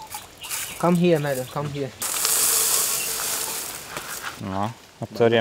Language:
Slovak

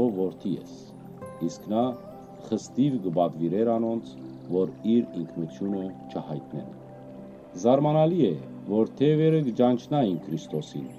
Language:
Western Armenian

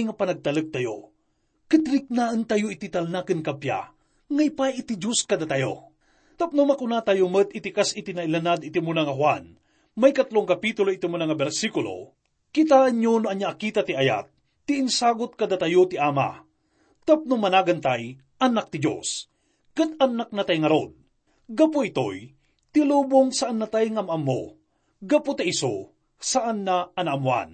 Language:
Iloko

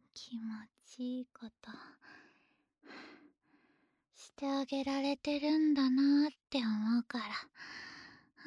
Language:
Japanese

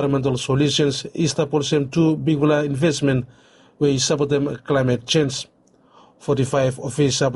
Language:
Bislama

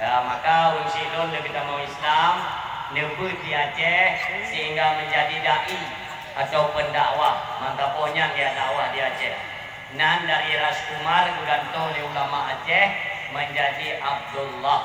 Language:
Achinese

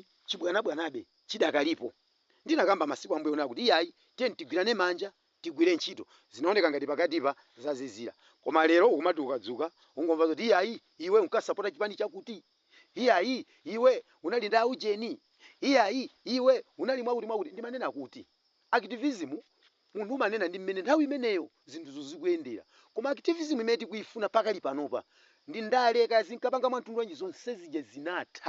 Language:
Nyanja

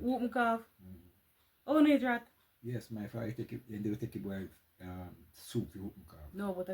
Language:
Jamaican Creole English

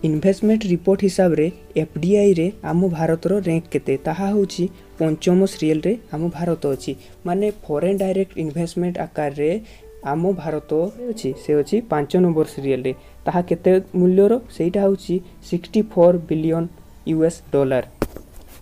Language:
Odia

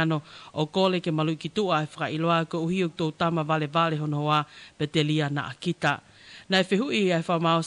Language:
Tongan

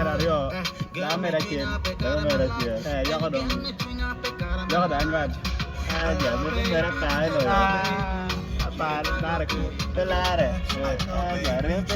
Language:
Acoli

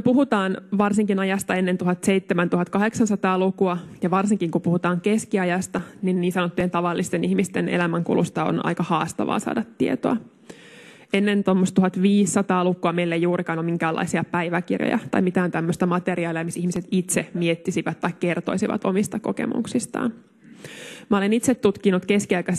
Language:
Finnish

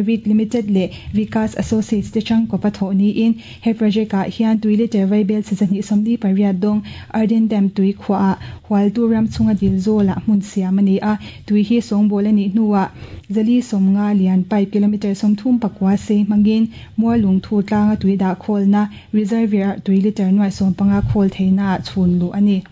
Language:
Mizo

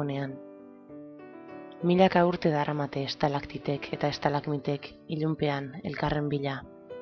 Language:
Basque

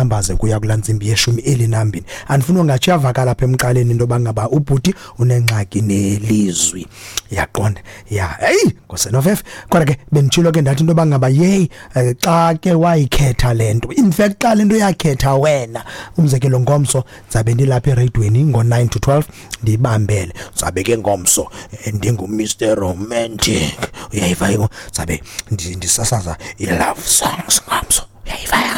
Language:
Xhosa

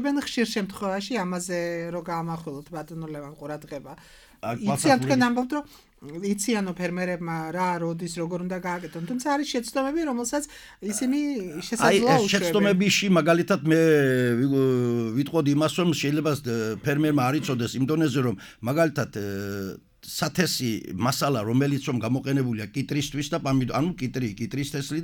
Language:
Georgian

